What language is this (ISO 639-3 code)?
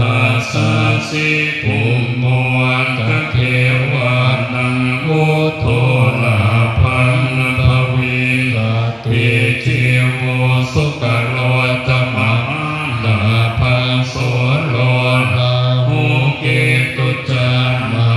pli